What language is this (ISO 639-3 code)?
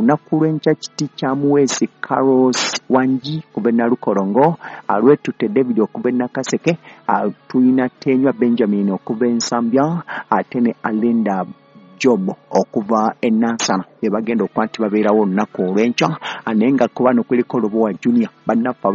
lug